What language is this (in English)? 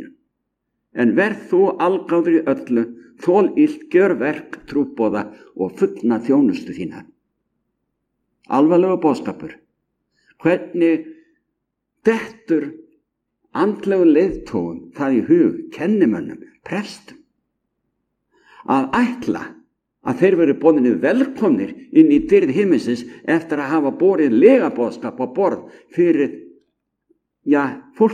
Icelandic